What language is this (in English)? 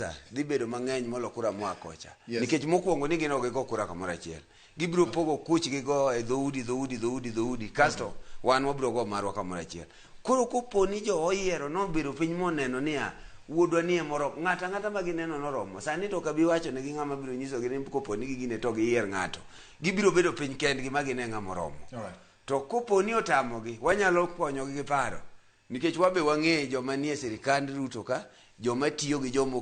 Luo (Kenya and Tanzania)